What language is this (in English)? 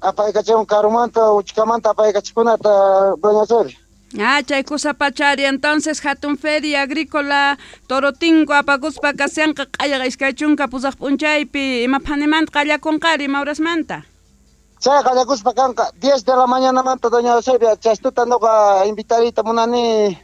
South Bolivian Quechua